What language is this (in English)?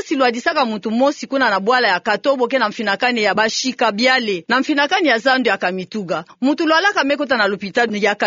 Kituba (Democratic Republic of Congo)